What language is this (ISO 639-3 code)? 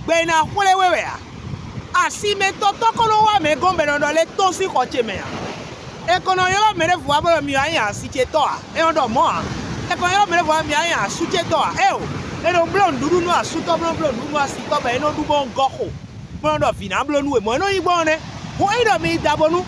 fon